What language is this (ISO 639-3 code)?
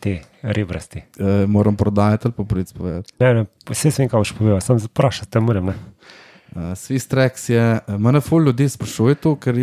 slv